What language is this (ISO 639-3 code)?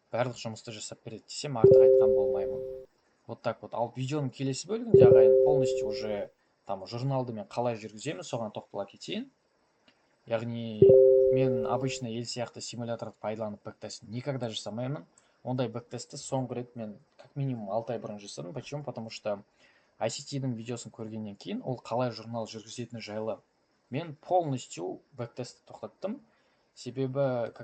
kaz